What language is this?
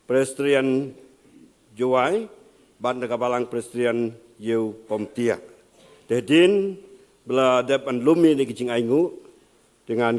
Khasi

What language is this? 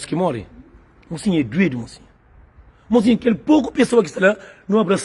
Kabuverdianu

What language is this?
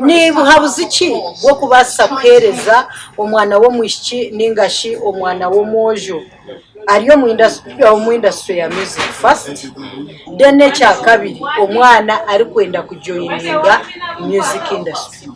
Nyankole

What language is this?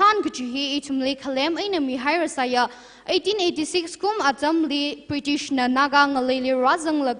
Tangkhul Naga (India)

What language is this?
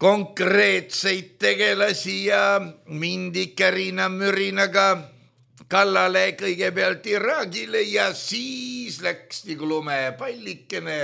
Estonian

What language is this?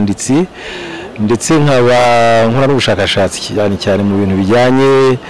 Kinyarwanda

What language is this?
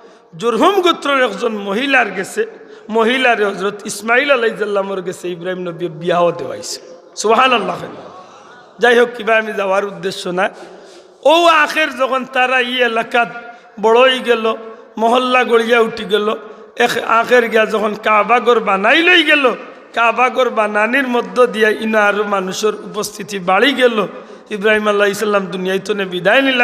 Sylheti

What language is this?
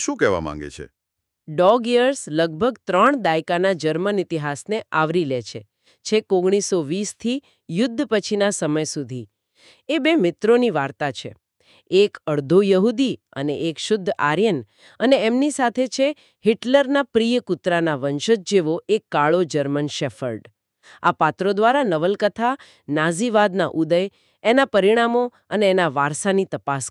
Gujarati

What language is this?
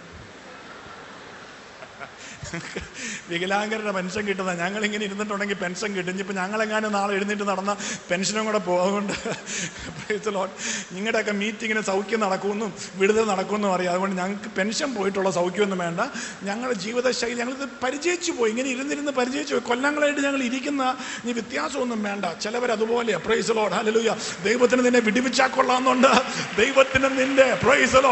Malayalam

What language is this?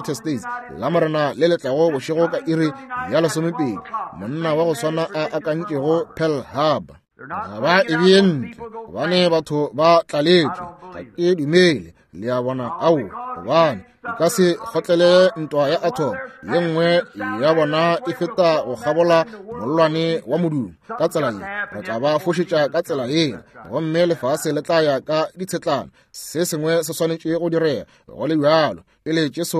Northern Sotho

